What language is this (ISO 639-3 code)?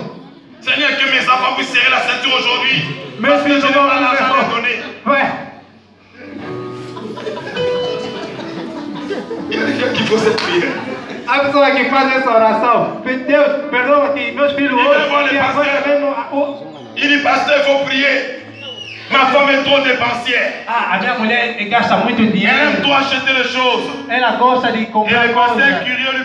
fra